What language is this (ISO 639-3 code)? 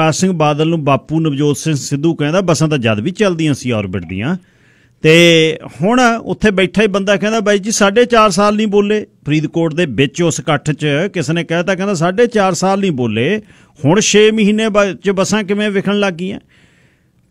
pan